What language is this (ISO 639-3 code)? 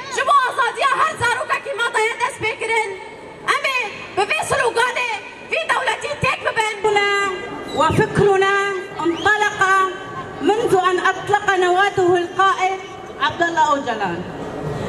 kur